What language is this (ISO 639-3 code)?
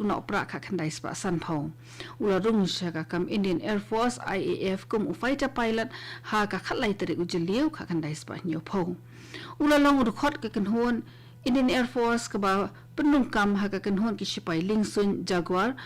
kha